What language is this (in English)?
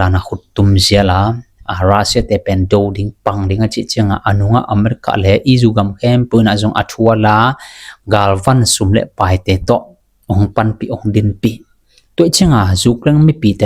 Tedim Chin